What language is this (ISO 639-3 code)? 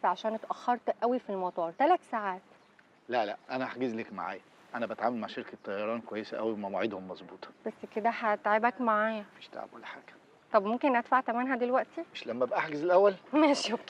arz